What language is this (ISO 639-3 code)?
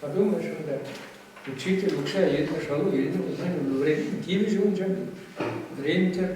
chv